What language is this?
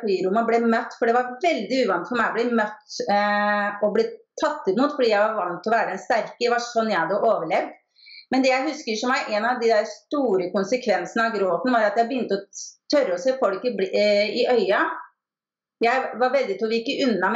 Norwegian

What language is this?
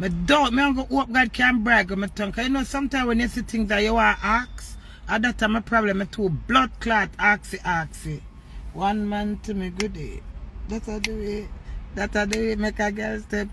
Jamaican Creole English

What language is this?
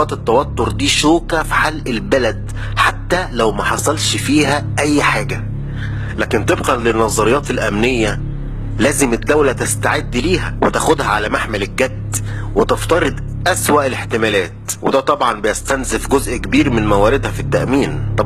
Egyptian Arabic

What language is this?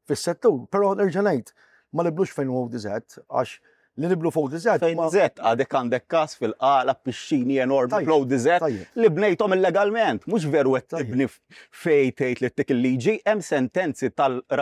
Maltese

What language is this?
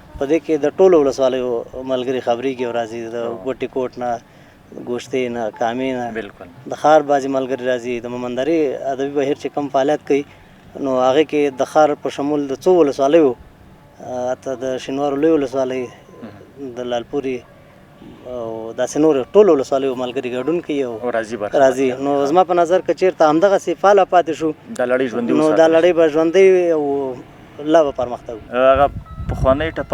Pashto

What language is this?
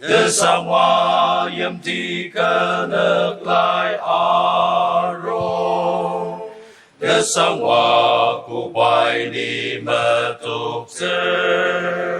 Ao Naga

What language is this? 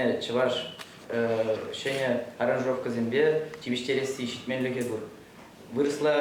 Chuvash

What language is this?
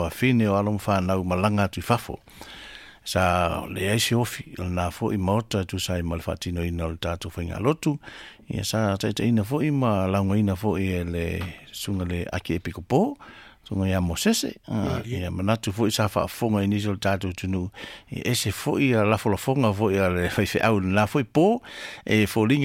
Samoan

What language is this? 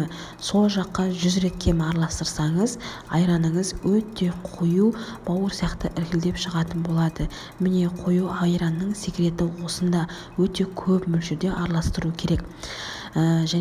Kazakh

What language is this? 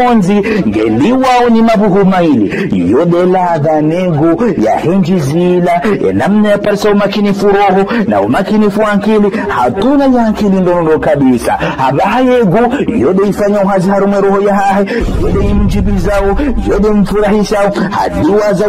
Ngazidja Comorian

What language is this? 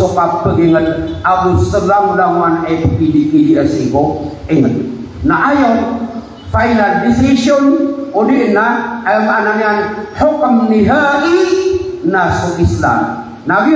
Maranao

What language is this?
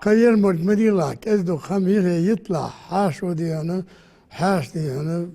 Ingush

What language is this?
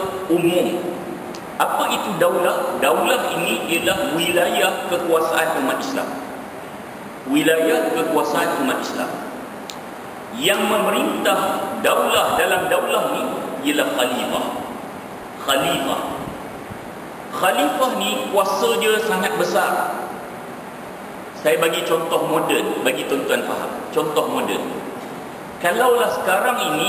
Malay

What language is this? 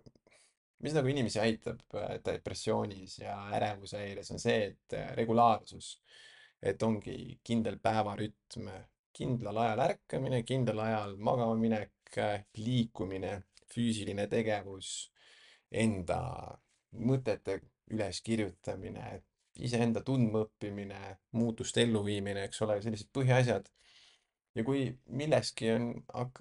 Estonian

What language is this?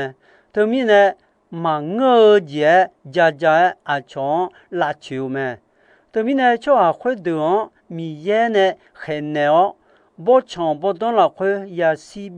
Akha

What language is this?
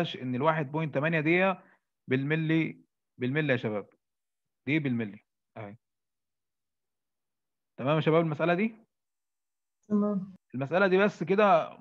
Egyptian Arabic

